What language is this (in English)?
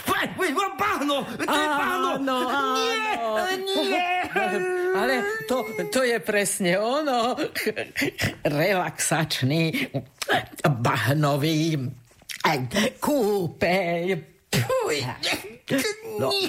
Slovak